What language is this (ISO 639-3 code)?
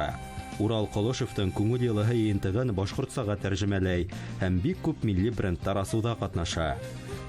bak